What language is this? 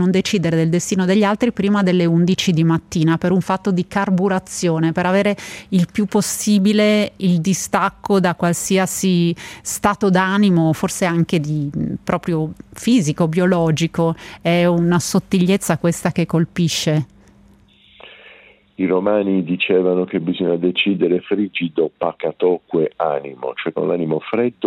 Italian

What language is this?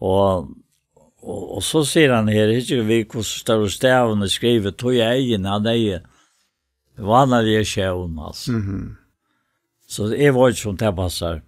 Faroese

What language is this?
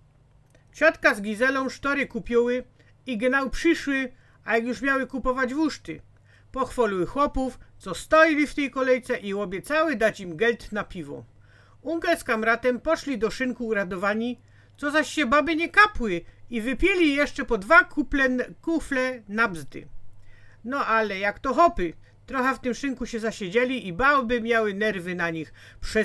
Silesian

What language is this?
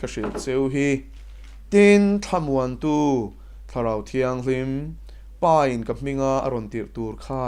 Mizo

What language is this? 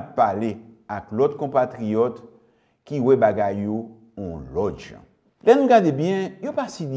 Haitian Creole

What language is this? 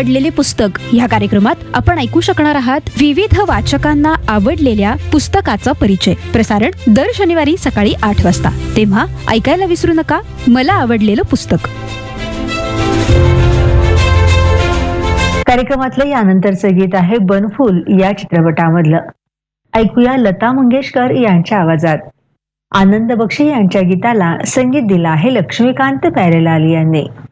Marathi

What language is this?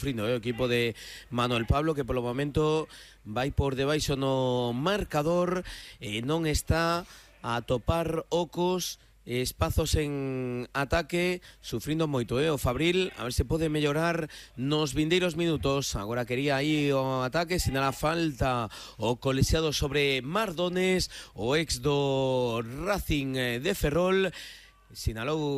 Galician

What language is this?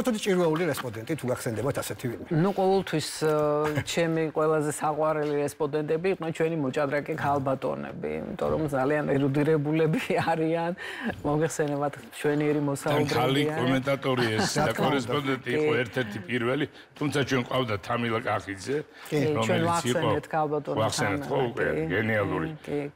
Georgian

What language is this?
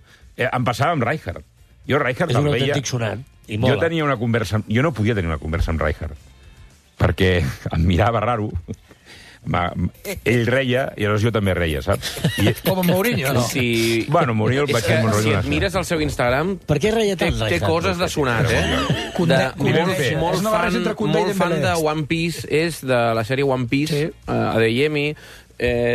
Catalan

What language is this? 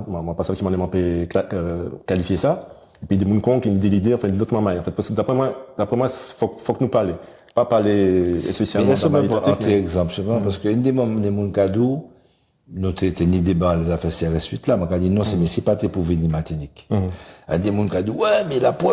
Guadeloupean Creole French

